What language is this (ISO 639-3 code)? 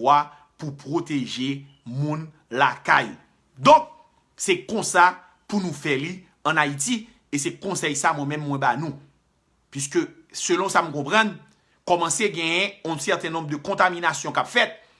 hat